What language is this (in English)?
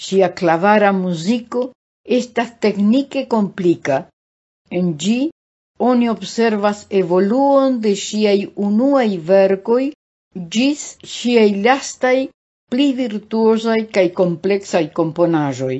Esperanto